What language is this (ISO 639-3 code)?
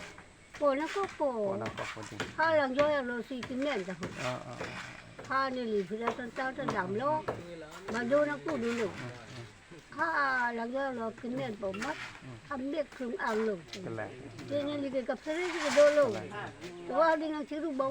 mjw